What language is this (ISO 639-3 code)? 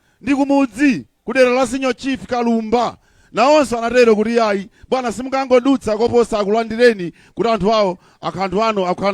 nya